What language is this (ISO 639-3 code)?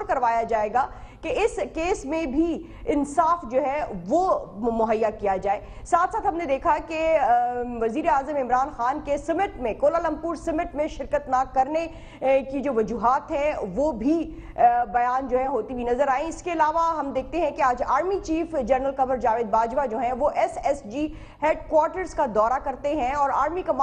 urd